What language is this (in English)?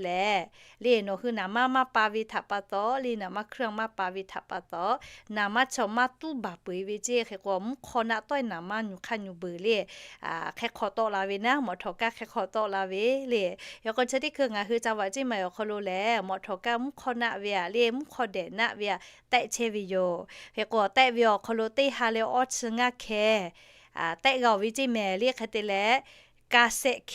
Lahu